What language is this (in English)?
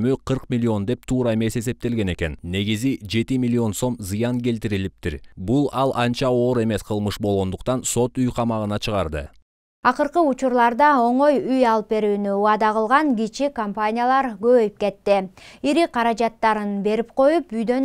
Kyrgyz